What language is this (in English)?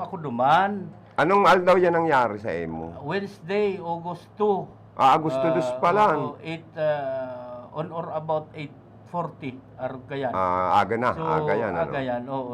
Bikol